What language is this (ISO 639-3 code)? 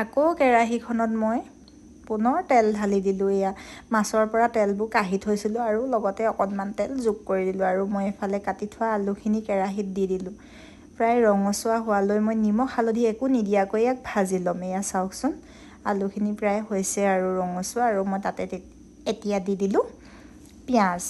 asm